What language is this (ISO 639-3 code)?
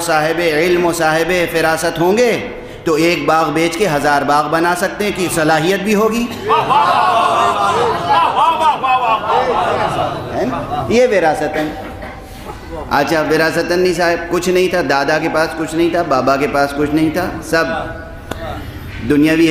urd